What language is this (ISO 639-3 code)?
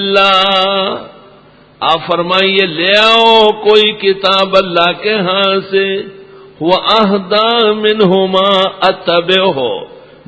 urd